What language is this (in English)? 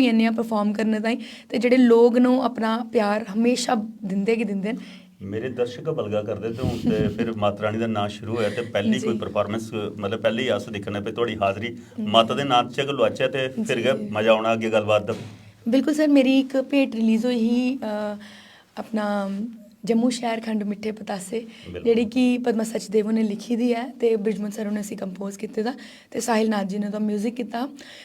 Dogri